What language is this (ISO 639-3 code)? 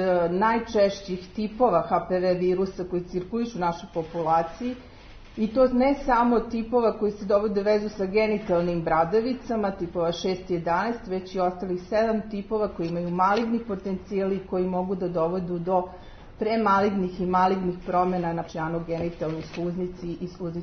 srp